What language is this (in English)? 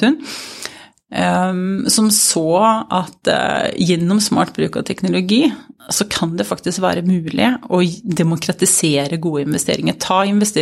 Norwegian